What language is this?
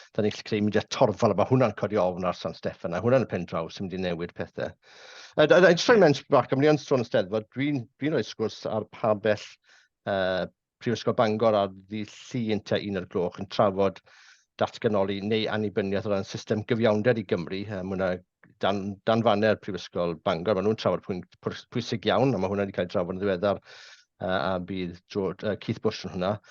Welsh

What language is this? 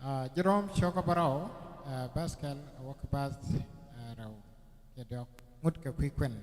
Nuer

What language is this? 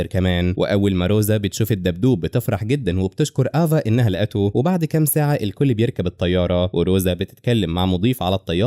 Egyptian Arabic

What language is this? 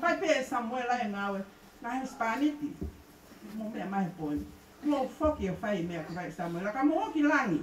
Tongan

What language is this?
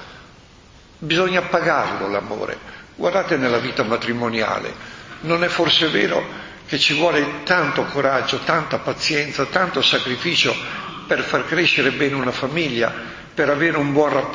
Italian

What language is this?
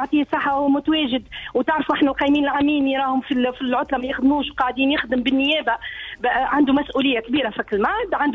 Tunisian Arabic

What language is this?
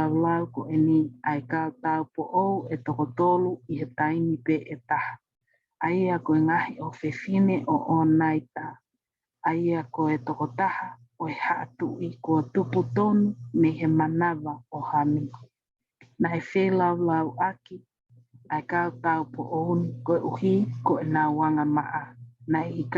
Tongan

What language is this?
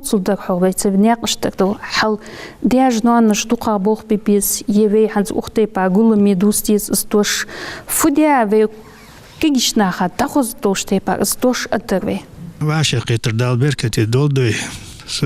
Ingush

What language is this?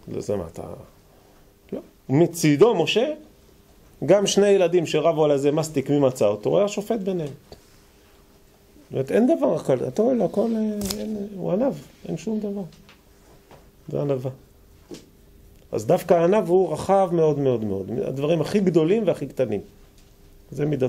Hebrew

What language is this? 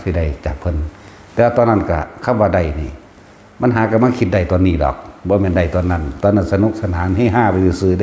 Northeastern Thai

